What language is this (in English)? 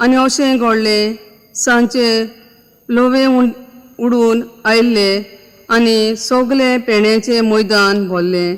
Konkani